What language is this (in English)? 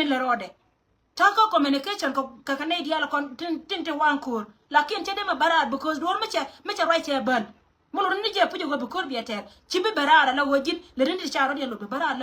Nuer